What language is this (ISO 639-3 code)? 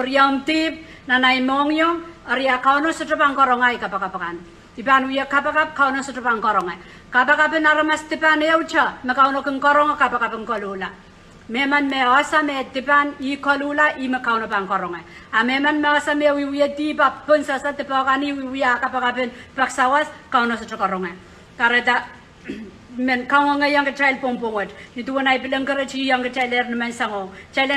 pon